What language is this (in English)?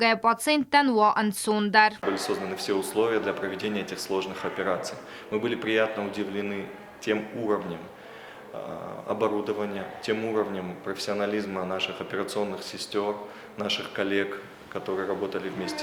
Ossetic